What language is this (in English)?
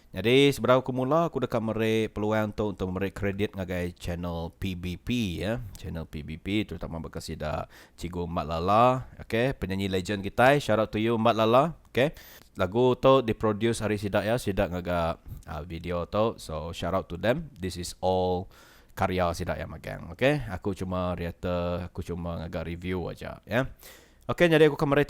Iban